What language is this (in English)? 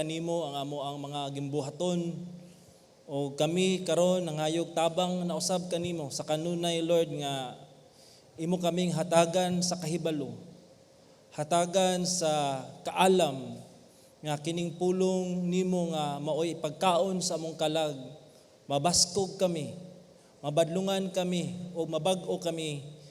Cebuano